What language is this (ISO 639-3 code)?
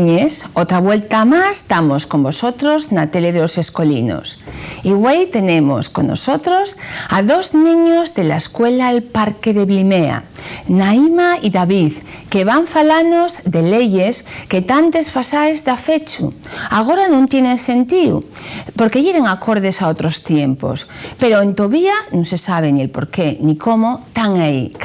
ast